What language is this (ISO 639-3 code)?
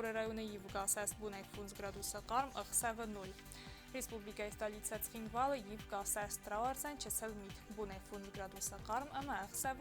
oss